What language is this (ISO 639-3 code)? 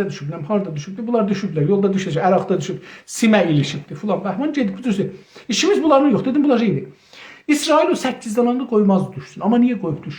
azb